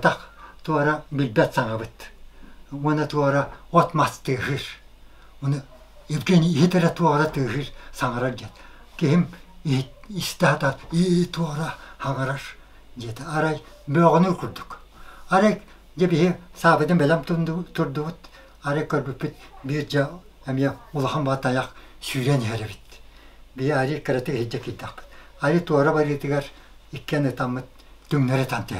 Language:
Yakut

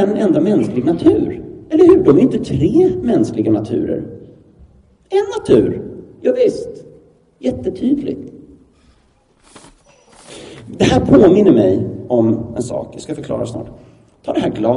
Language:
Swedish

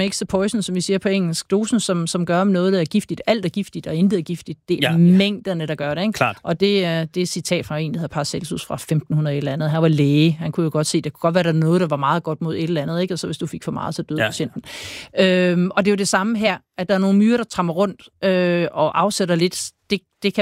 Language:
Danish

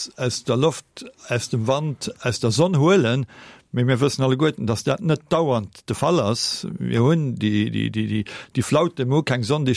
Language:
Luxembourgish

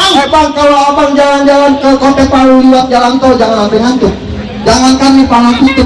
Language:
Betawi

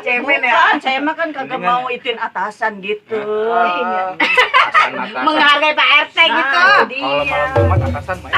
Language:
Betawi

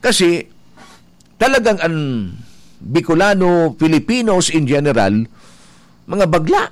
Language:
Bikol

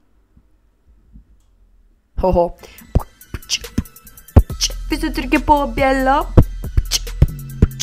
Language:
Norwegian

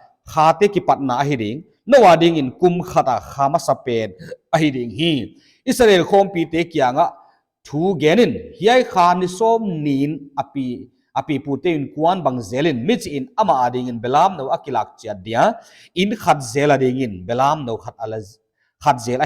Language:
Paite Chin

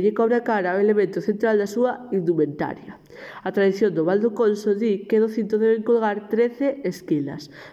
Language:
Galician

